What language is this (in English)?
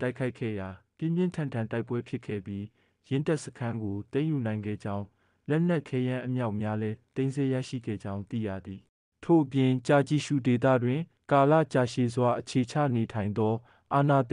Burmese